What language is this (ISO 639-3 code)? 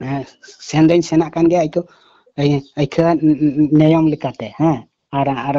sat